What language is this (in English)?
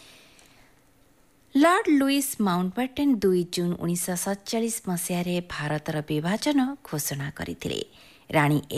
Odia